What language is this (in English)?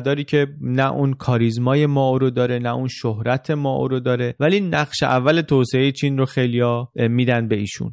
Persian